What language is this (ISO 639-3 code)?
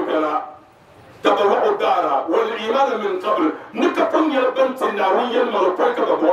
dag